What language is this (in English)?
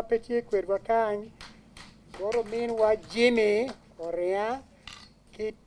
Acoli